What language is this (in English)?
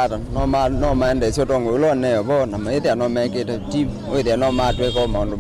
Kamba